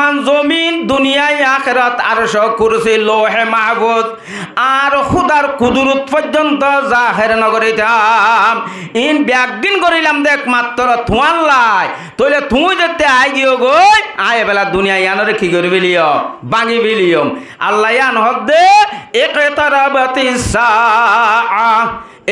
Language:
Rohingya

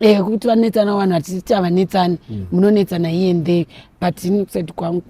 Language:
Shona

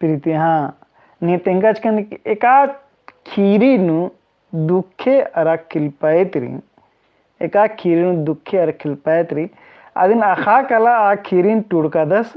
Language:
Kurukh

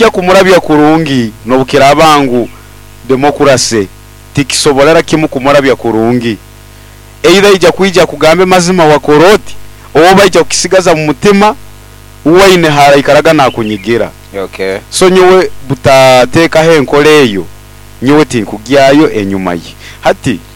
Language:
Nyoro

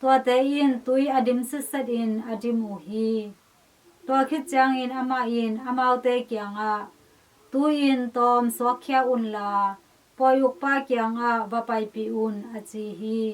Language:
Tedim Chin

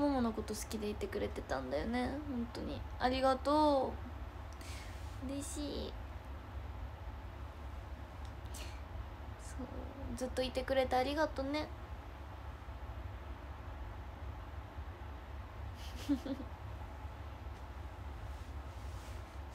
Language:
Japanese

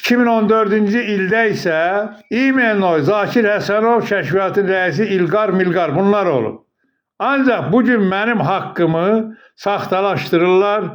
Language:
Azerbaijani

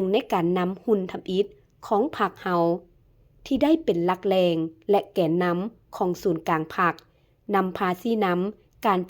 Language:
Lao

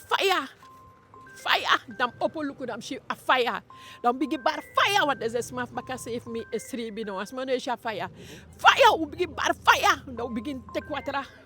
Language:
Eastern Maroon Creole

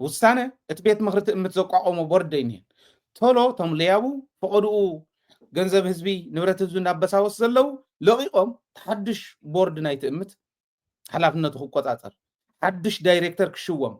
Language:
Tigrinya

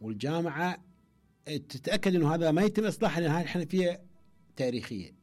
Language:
Mesopotamian Arabic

